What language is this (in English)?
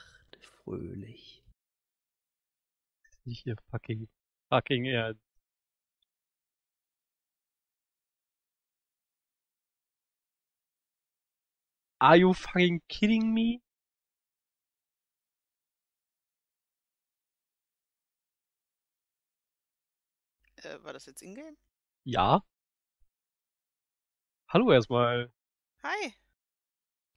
German